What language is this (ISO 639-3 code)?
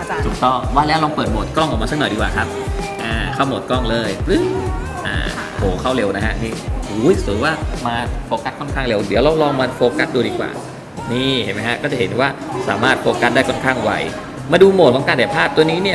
tha